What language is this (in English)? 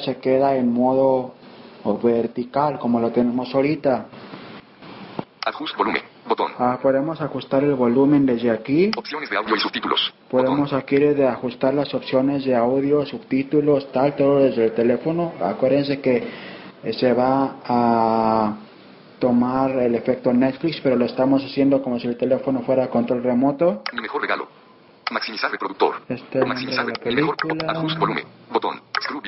Spanish